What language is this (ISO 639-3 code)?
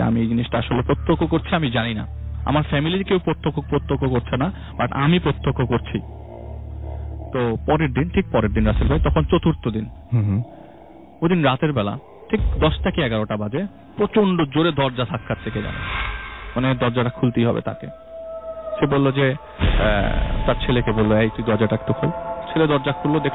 ben